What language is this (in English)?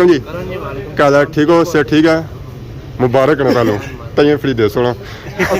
Pahari-Potwari